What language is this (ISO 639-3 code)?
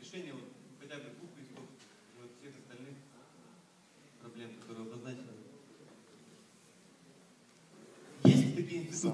rus